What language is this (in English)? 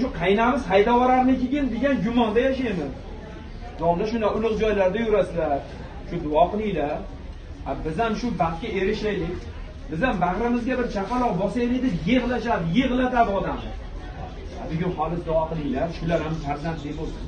Uzbek